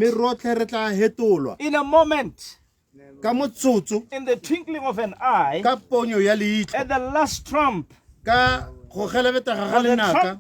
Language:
Tswana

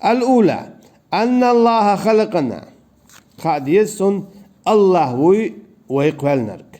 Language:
Chechen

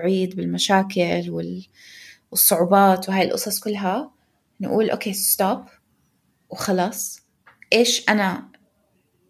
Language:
North Levantine Arabic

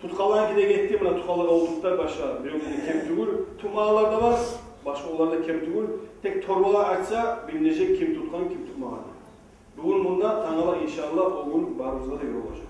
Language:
Kumyk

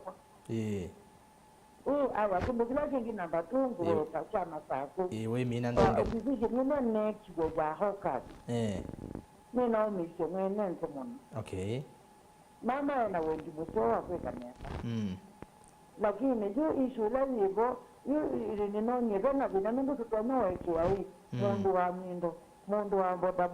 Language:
Kamba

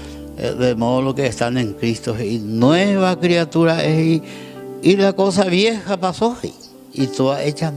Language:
Guarani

